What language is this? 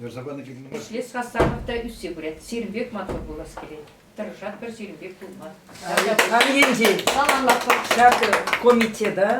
Chuvash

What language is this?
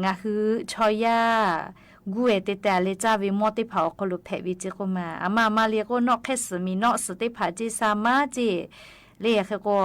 Lahu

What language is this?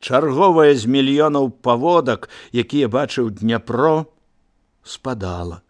Belarusian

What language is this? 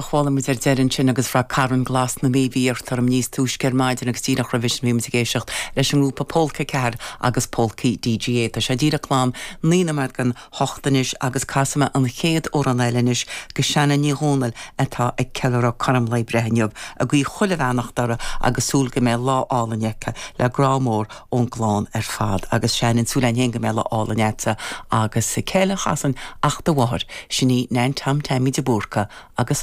Irish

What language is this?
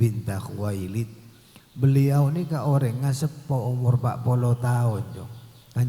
Madurese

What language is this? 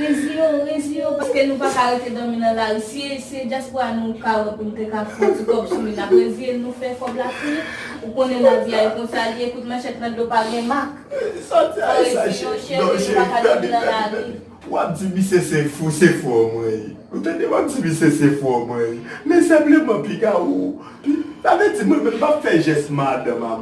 Haitian Creole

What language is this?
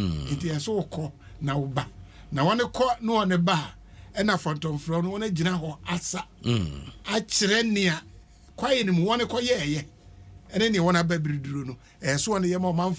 Akan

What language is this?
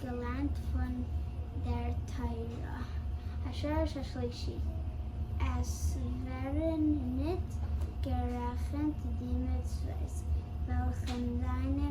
Yiddish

